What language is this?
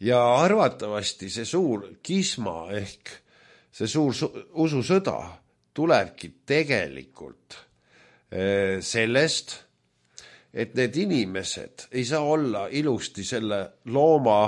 Estonian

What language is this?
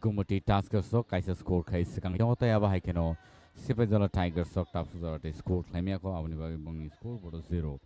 Kok Borok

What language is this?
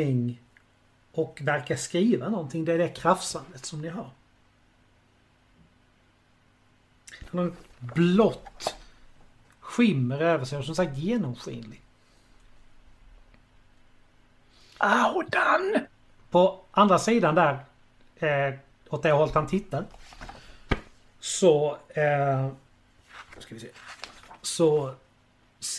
Swedish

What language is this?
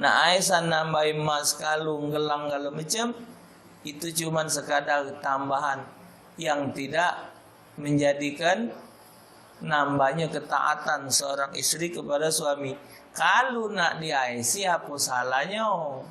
Musi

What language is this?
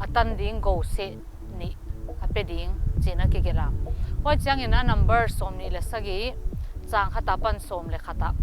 Paite Chin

